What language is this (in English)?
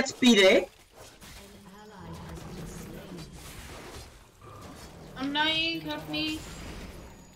Czech